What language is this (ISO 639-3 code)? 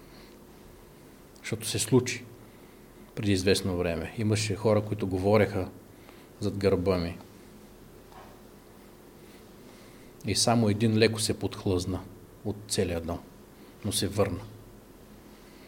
bul